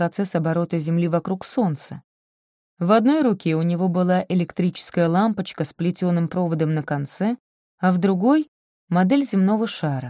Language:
Russian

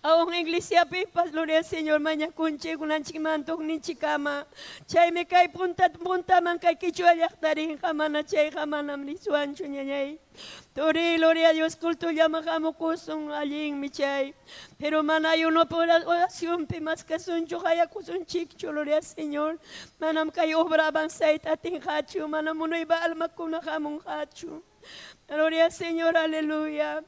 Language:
Ayacucho Quechua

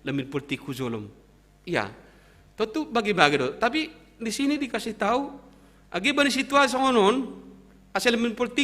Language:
Batak Simalungun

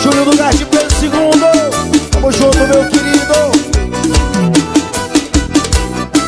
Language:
Portuguese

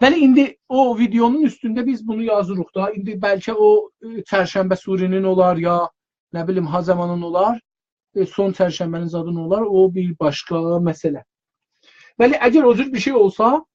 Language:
South Azerbaijani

